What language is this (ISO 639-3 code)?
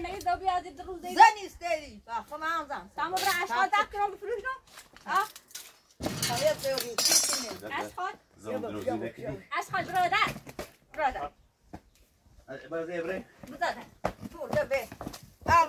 fas